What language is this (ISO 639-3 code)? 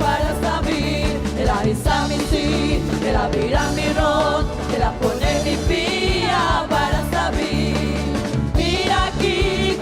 pap